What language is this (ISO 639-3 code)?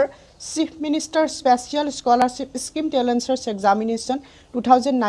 asm